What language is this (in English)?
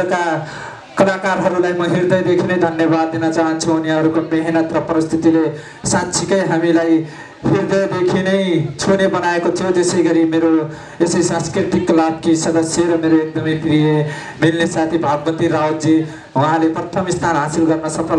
Nepali